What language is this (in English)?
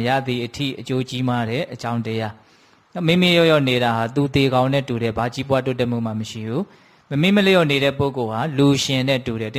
Burmese